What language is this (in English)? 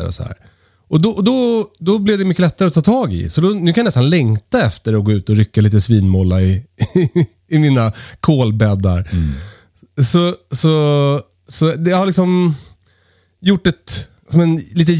Swedish